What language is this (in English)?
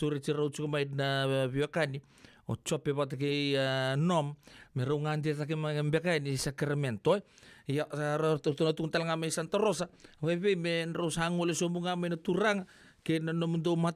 Fijian